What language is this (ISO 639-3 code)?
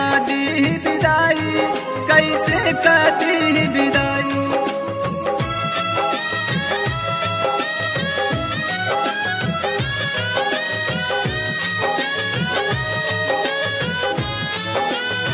bho